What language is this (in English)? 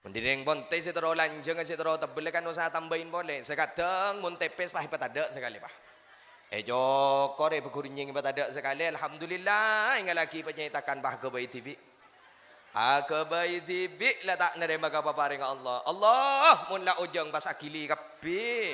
Madurese